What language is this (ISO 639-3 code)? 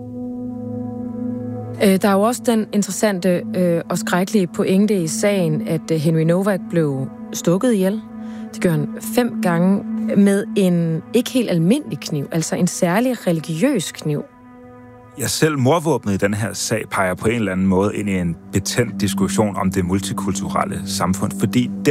dan